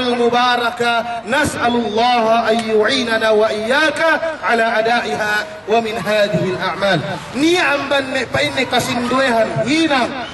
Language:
Yakan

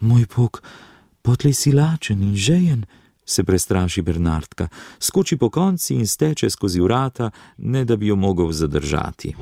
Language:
Slovenian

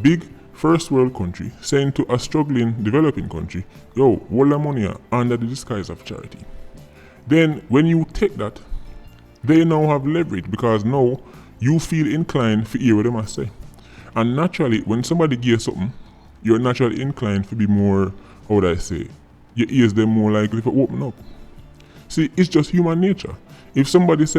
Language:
Jamaican Creole English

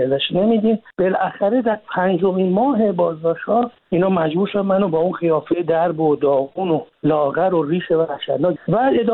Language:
Persian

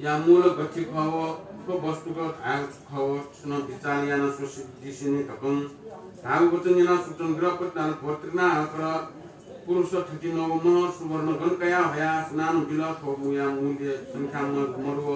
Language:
Newari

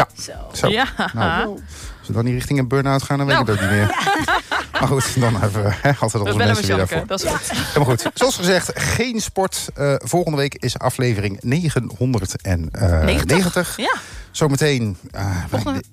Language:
Dutch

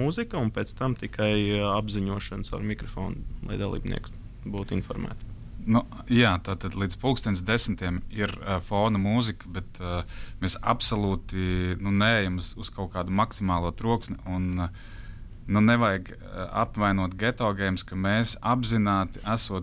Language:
Latvian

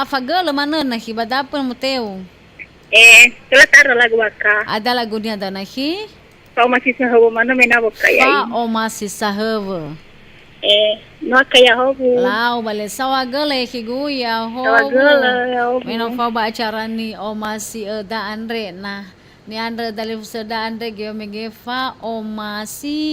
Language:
Nias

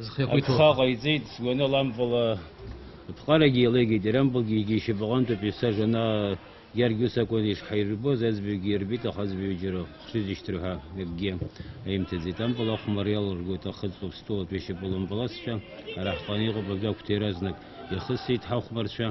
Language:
Abkhazian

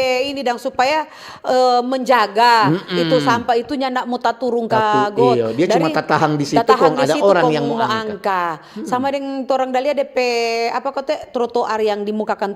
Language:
Manado Malay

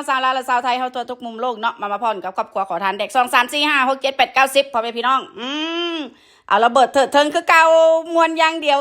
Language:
Northeastern Thai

